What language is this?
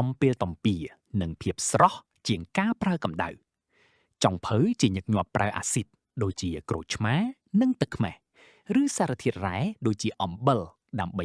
Khmer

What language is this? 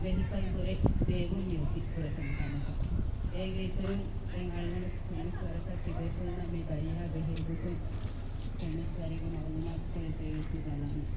Divehi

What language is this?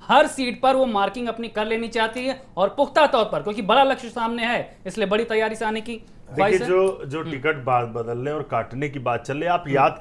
Hindi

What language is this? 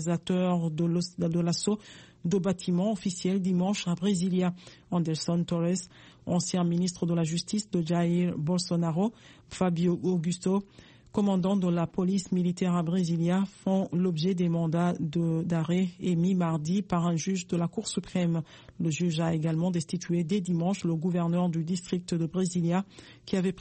French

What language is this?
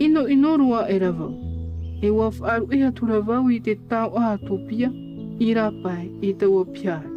Tahitian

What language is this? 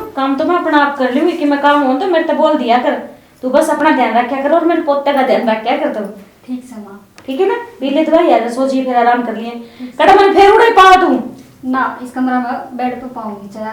Haryanvi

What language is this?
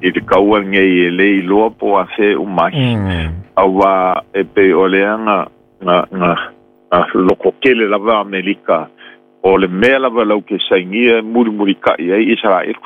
Samoan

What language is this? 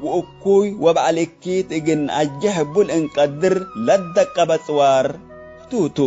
Tigre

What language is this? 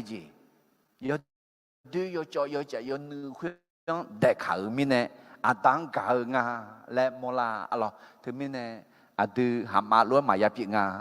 Akha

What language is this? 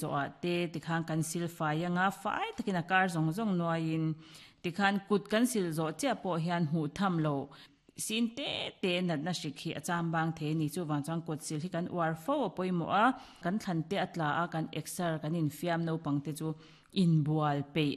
Mizo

